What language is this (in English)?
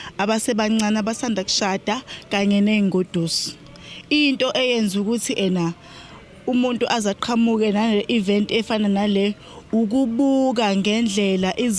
Zulu